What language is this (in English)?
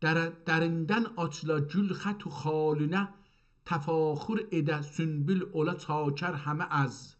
South Azerbaijani